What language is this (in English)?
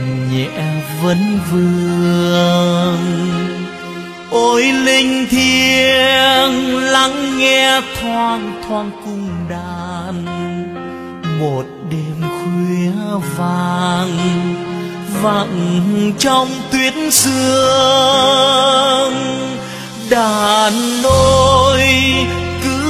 Vietnamese